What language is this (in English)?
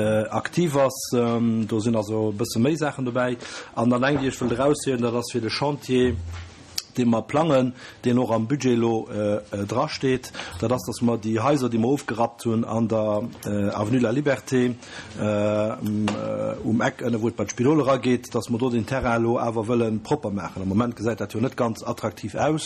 Luxembourgish